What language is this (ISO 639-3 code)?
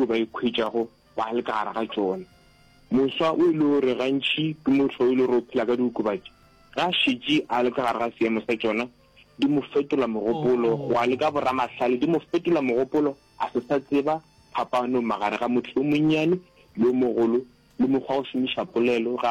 nso